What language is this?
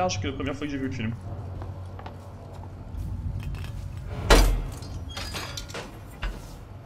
French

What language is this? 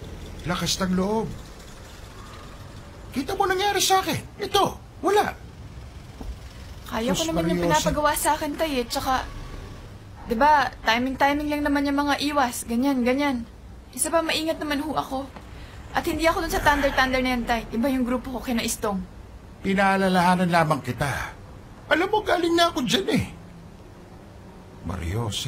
Filipino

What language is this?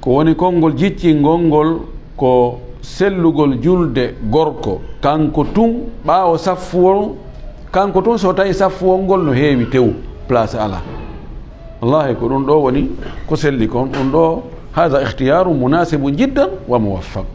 Fula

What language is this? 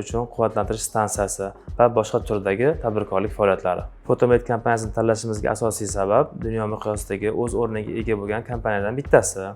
Uzbek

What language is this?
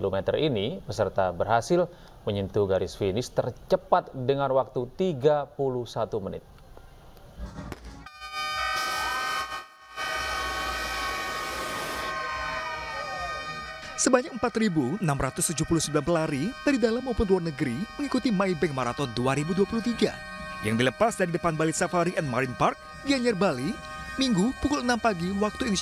Indonesian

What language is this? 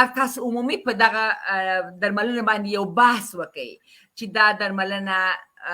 Pashto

